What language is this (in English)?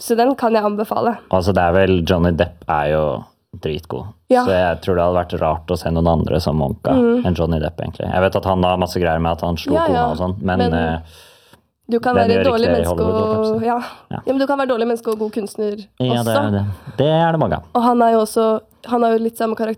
Norwegian